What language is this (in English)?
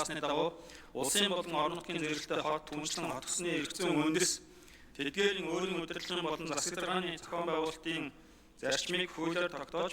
Mongolian